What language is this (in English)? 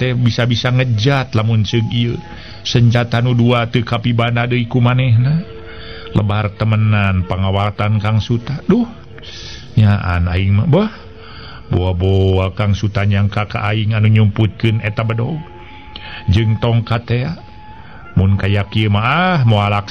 Sundanese